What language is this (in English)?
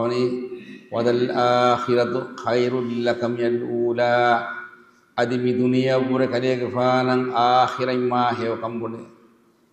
Divehi